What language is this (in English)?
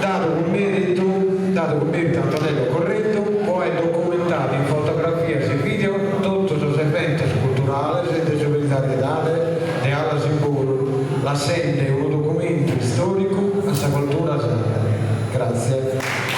Sardinian